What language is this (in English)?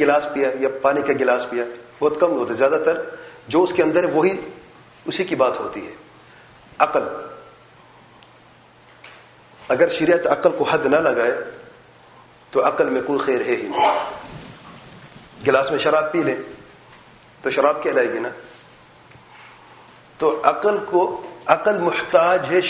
Urdu